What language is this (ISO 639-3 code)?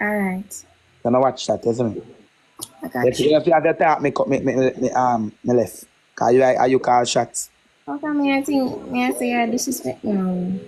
jam